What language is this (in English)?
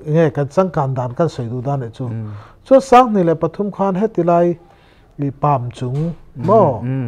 Mizo